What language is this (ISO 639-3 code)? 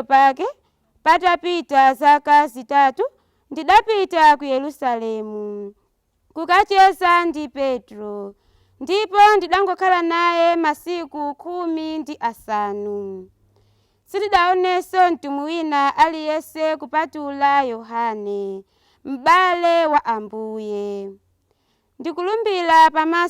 nya